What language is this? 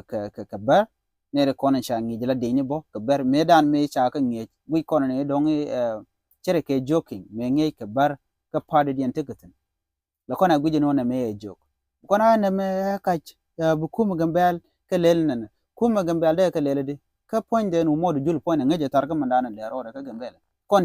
Nuer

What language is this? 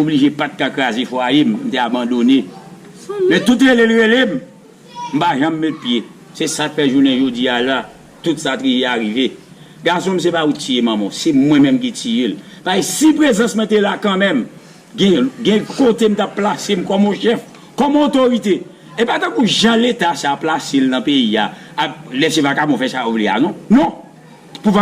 Haitian Creole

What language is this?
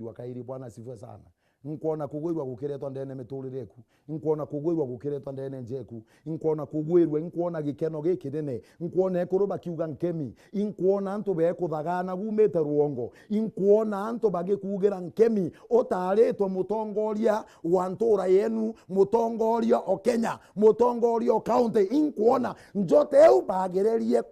Meru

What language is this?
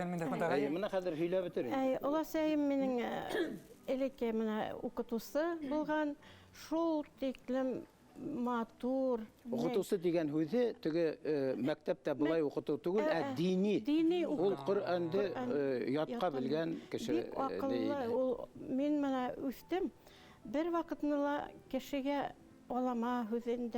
Bashkir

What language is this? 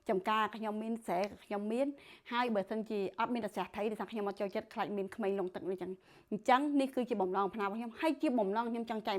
Khmer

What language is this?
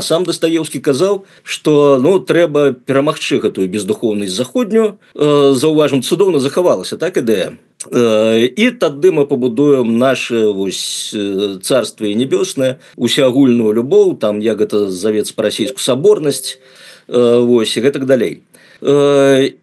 Belarusian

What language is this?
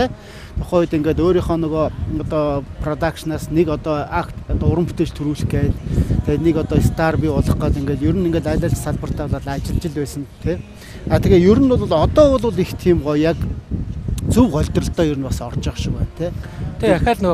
Mongolian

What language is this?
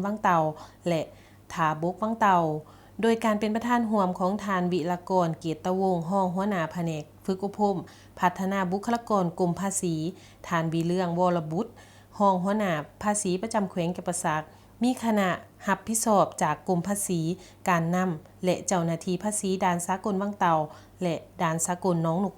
Lao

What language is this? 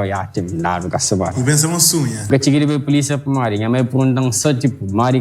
Kabuverdianu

